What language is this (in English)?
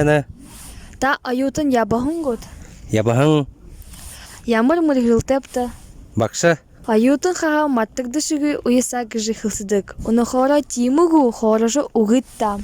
Buriat